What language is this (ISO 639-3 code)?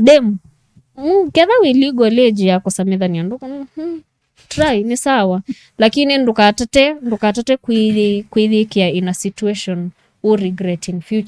kam